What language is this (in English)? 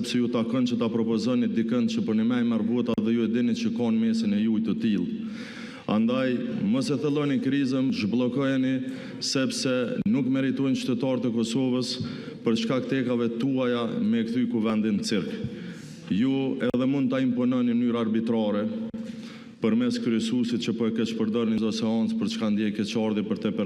Albanian